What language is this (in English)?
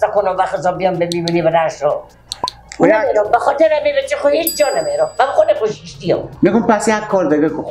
Persian